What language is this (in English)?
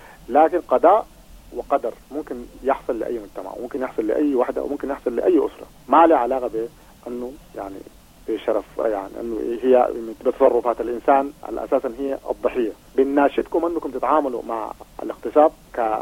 Sudanese Arabic